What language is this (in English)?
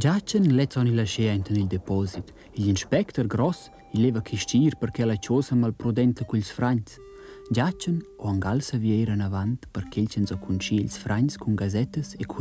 Romansh